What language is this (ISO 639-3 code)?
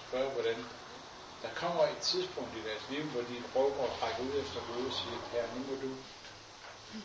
dan